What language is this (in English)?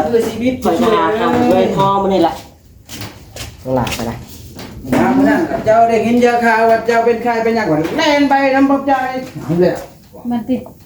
Lao